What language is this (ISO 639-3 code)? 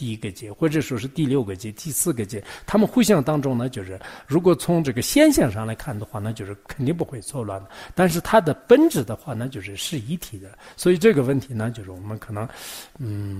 zho